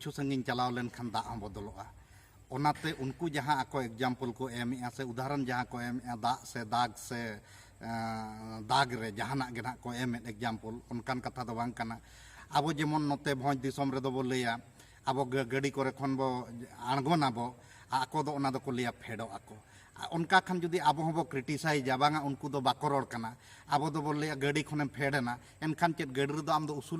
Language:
Santali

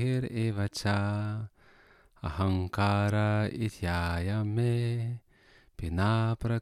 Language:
Lithuanian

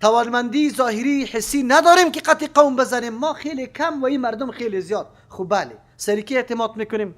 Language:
Persian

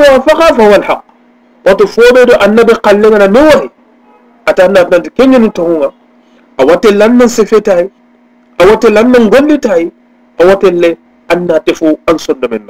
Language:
Soninke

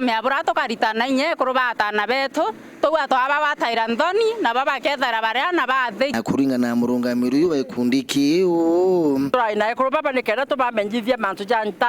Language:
Meru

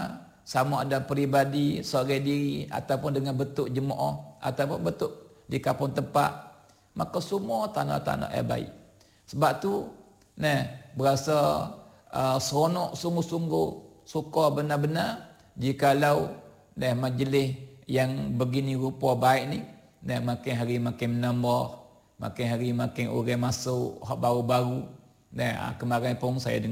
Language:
Malay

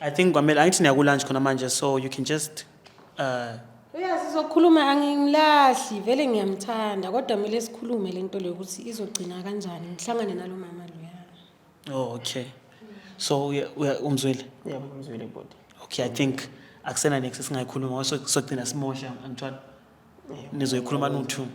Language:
Zulu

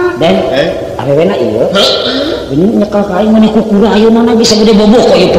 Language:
Sundanese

